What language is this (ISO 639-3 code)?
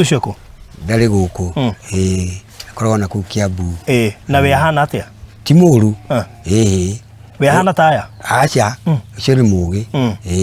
kik